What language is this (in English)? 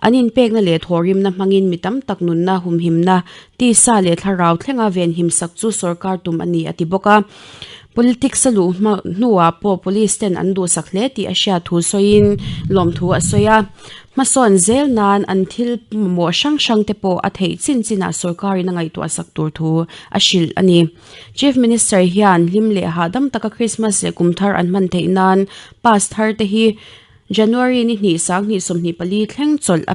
Mizo